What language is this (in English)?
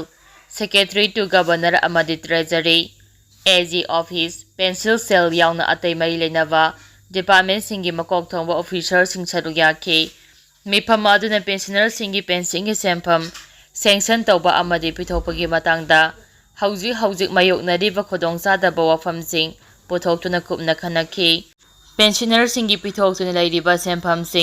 Manipuri